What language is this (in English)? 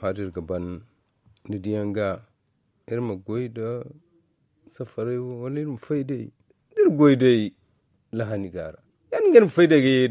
Zarma